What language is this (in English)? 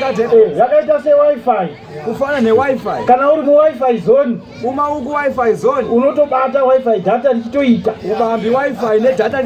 Shona